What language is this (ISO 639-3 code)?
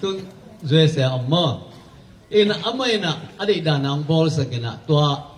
ctd